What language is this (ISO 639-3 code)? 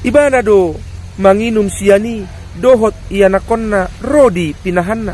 bbc